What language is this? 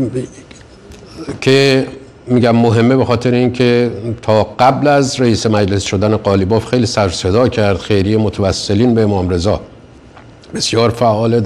Persian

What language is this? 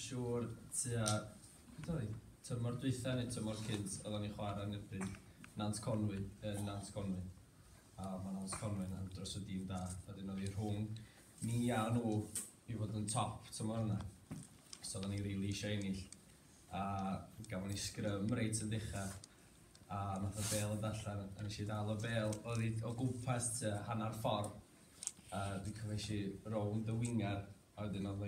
Welsh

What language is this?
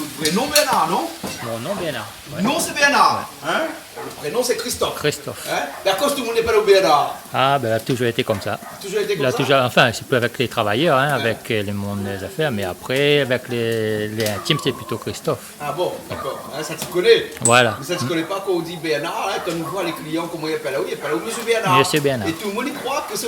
Réunion Creole French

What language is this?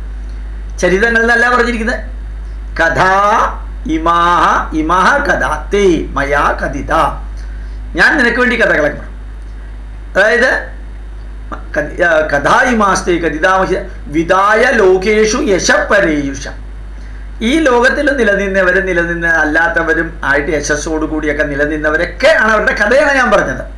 Malayalam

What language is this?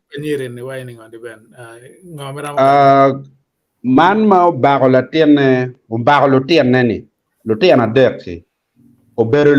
Acoli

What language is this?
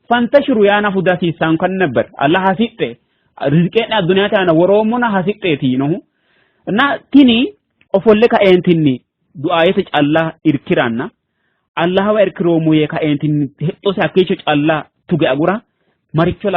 Sidamo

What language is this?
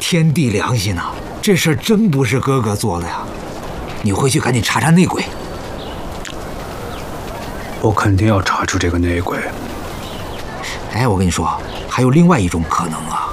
Chinese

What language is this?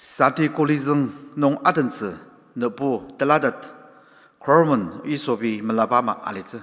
Ao Naga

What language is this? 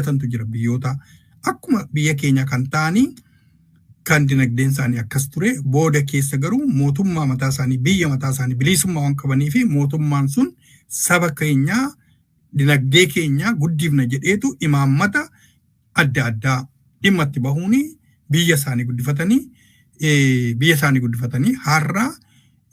Oromo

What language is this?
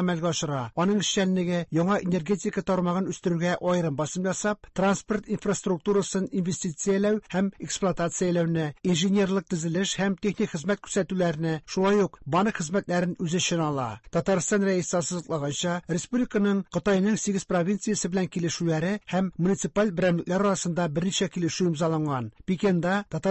Tatar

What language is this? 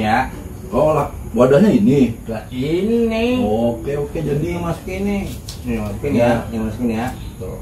Betawi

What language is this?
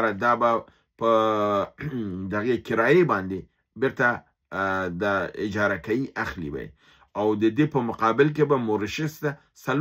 Pashto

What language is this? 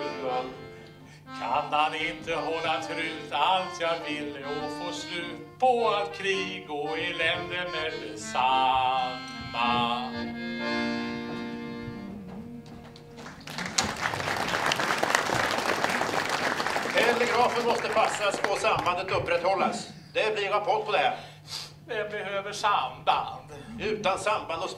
Swedish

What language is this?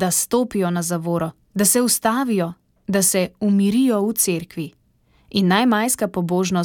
Slovenian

